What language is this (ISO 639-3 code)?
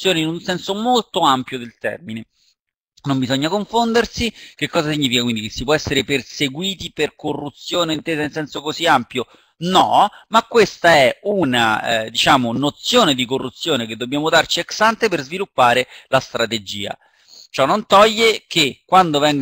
ita